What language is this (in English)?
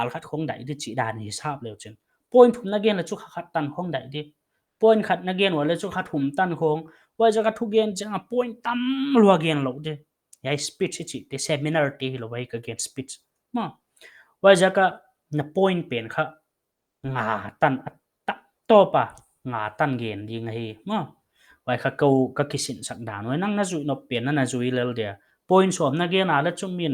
Paite Chin